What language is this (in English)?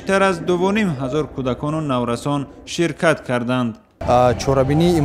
Tajik